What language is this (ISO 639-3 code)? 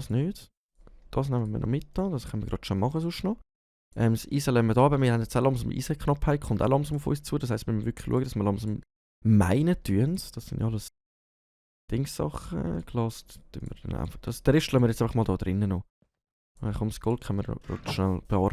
gsw